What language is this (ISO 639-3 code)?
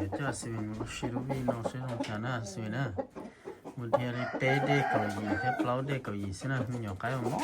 hmn